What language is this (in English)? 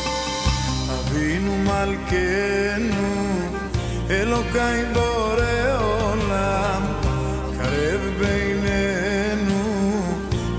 Hebrew